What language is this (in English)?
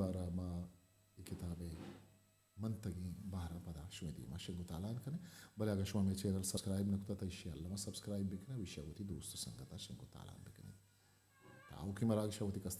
Eastern Balochi